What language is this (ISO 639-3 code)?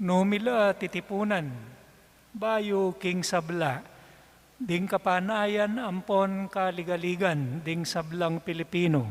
pam